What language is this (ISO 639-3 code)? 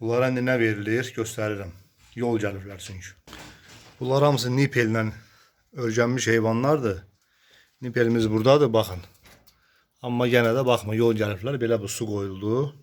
aze